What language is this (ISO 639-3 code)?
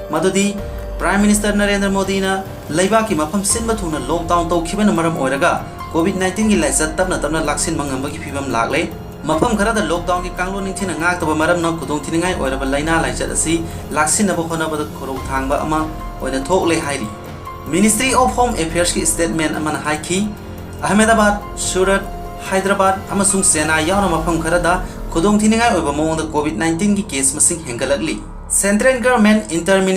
mni